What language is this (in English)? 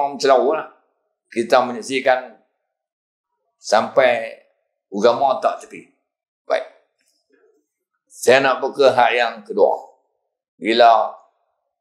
Malay